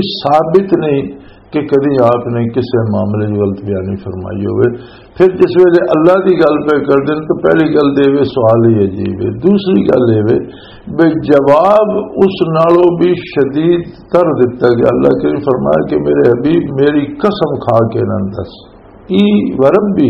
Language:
Western Panjabi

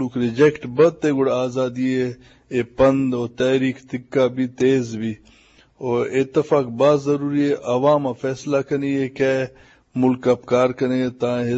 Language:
Eastern Balochi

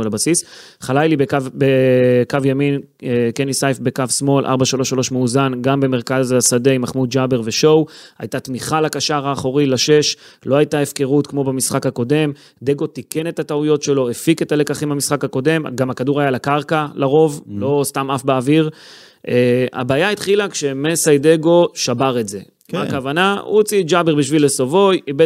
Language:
Hebrew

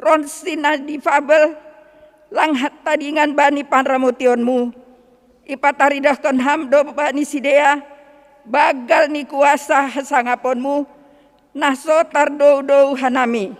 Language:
Batak Simalungun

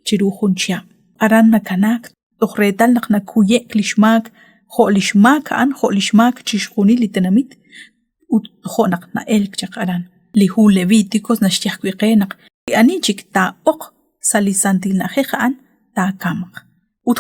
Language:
Kekchí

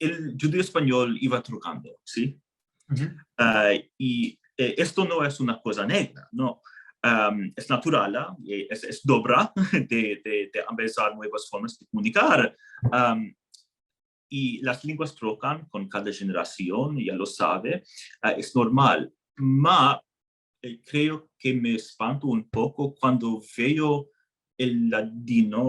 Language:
Ladino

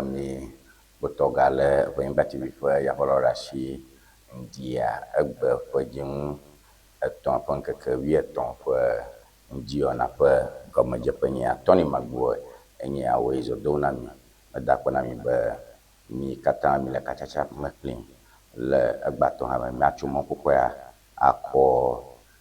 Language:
Ewe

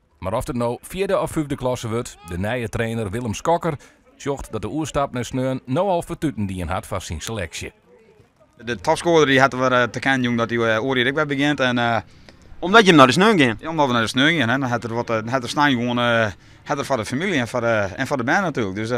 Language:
Western Frisian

